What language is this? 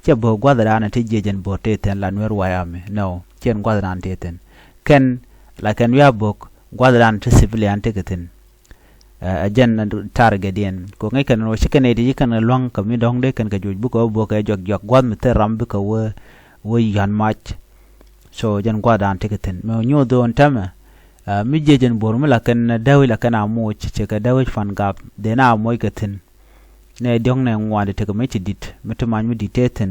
Nuer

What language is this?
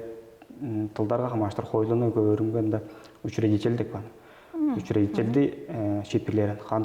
Tuvinian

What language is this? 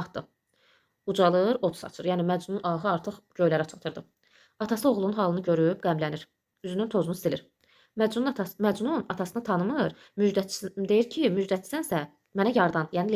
Azerbaijani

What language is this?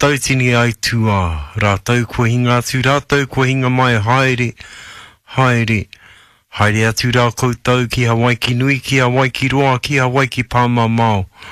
Māori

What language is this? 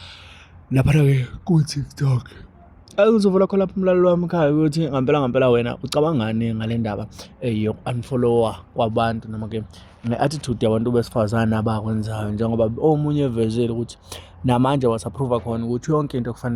Zulu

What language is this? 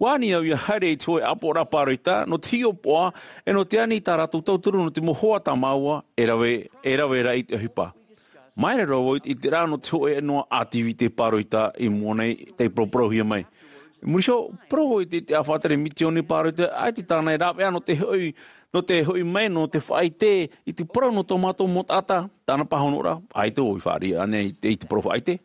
Tahitian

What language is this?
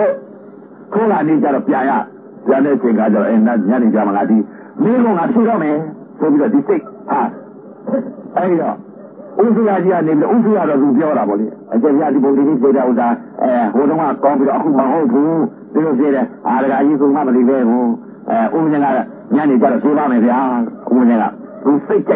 Burmese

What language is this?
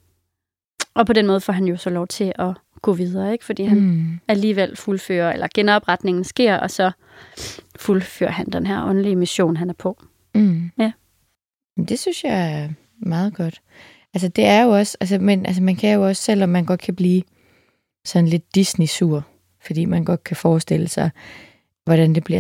Danish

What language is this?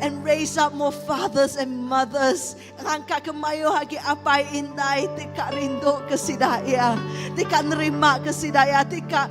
Iban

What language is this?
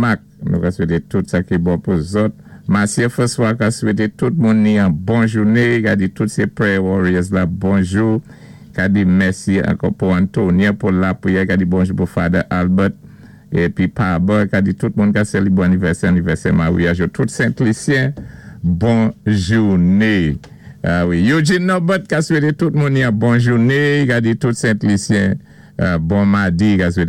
Saint Lucian Creole French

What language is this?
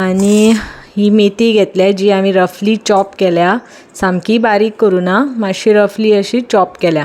Konkani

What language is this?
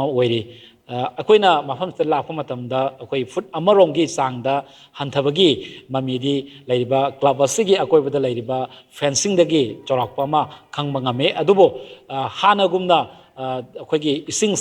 Manipuri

